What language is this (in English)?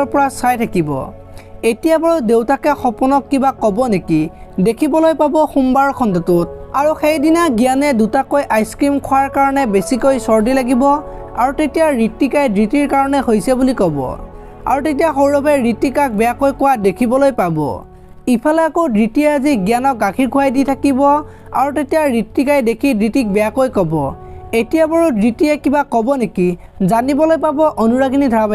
Assamese